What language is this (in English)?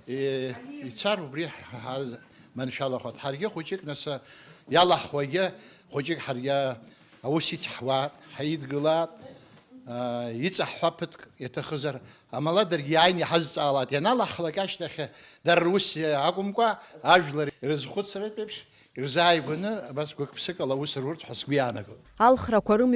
Abkhazian